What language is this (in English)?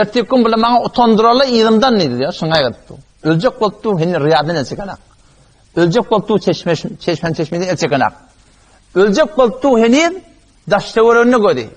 Turkmen